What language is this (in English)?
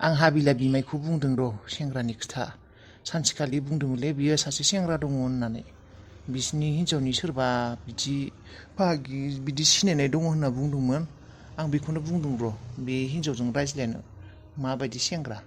Bodo